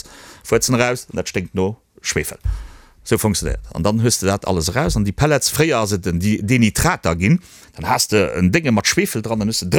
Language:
Luxembourgish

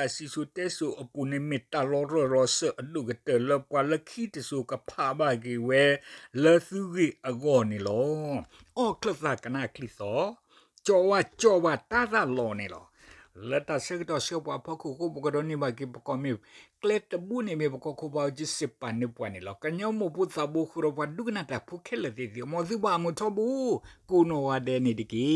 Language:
S'gaw Karen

